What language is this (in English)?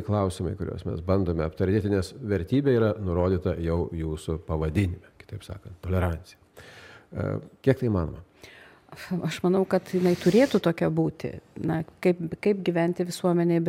Lithuanian